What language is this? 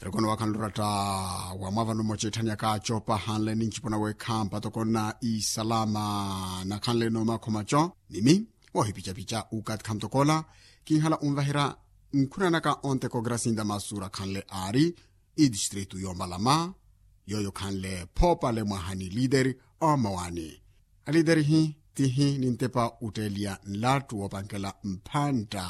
Makhuwa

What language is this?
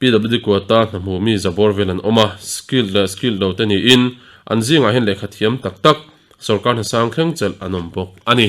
Mizo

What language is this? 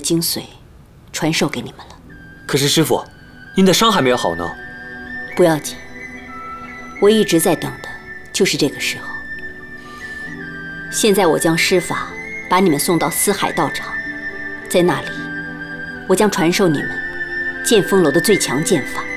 Chinese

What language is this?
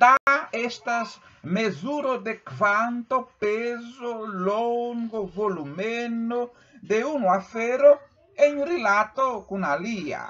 Esperanto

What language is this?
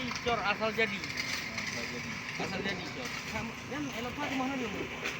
Achinese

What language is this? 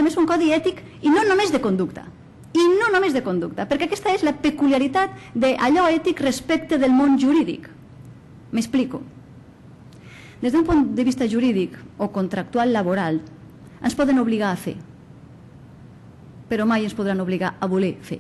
Catalan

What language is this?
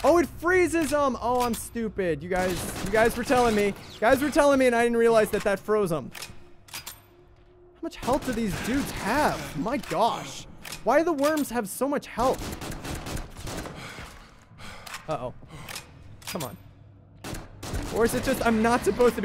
English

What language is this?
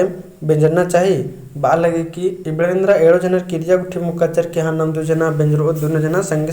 Kurukh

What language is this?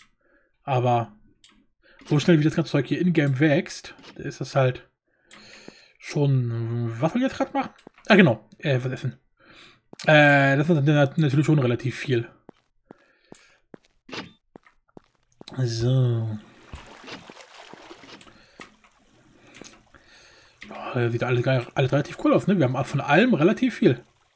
German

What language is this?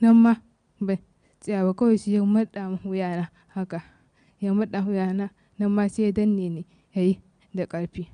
Hausa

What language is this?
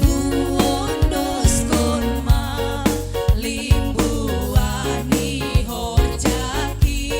Batak Simalungun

